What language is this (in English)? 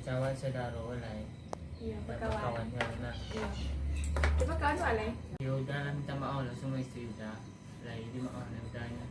Minangkabau